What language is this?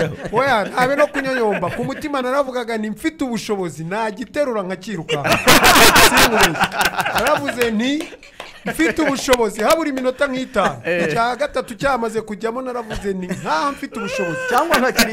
Kinyarwanda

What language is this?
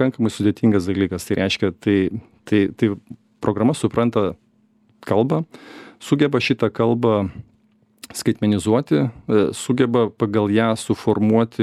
Lithuanian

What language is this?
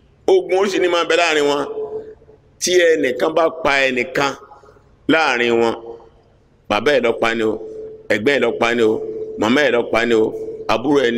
Yoruba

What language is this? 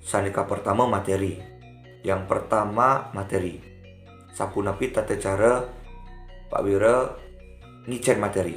Balinese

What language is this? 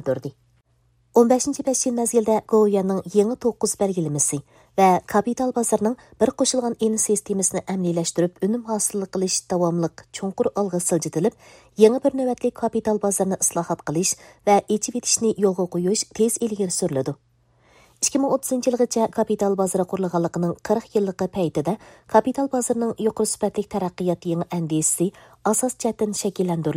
Uyghur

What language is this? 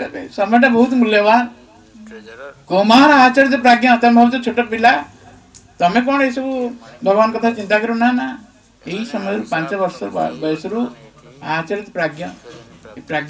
Odia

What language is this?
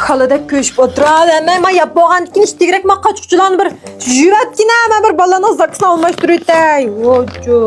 Uyghur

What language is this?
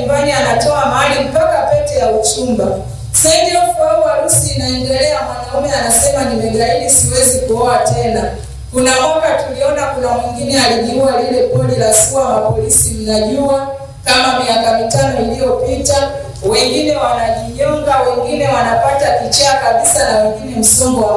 Swahili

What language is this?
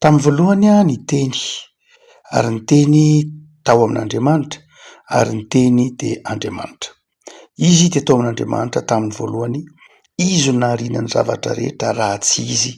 Malagasy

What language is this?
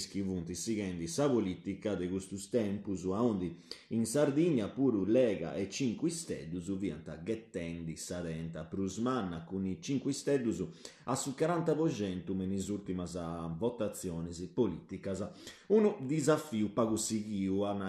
Sardinian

